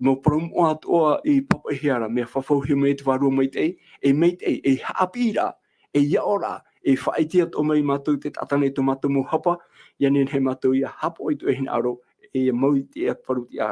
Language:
Tahitian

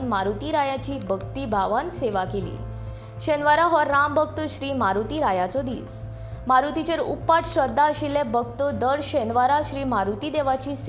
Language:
Konkani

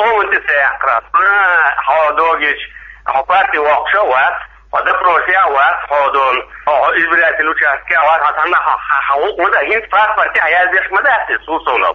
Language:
Chechen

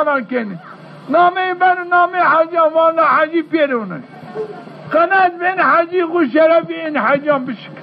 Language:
Zaza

